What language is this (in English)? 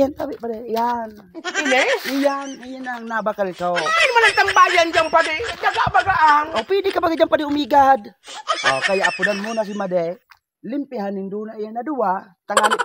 Bikol